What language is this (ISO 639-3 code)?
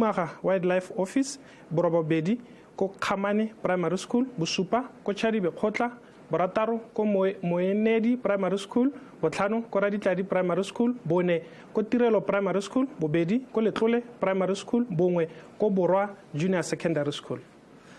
tsn